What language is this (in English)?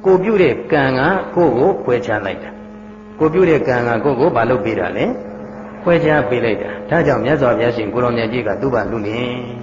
Burmese